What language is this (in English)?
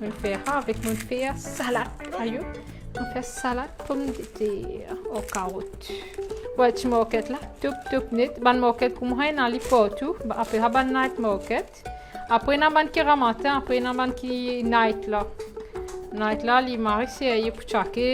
Morisyen